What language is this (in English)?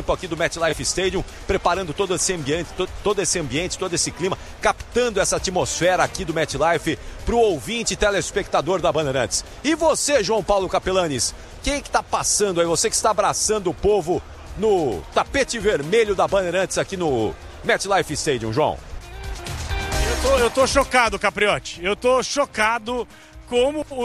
Portuguese